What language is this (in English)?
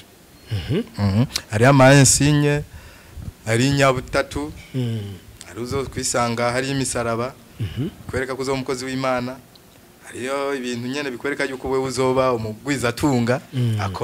Rundi